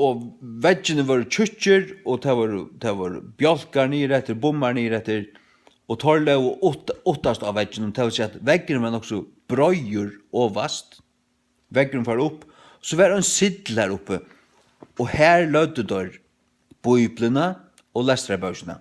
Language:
Faroese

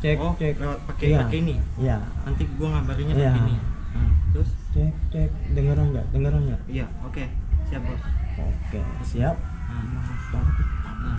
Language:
Betawi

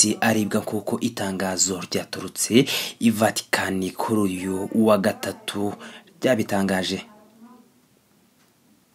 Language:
Kinyarwanda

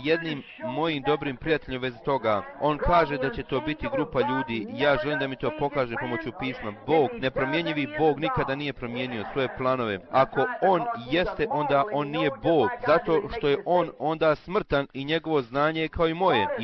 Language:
Bosnian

